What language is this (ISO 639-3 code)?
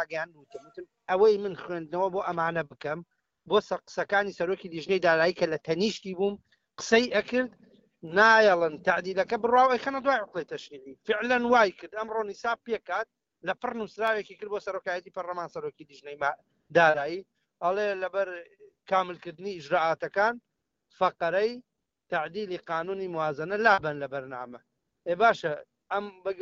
ckb